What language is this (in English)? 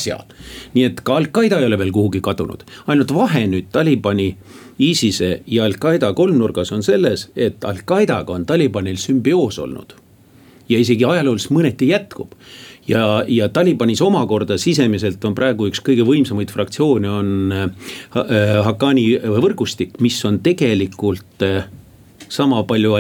Estonian